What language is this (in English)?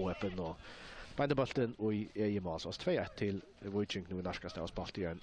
Faroese